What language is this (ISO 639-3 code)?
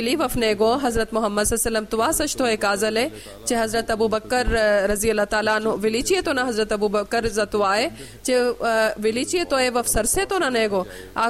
bul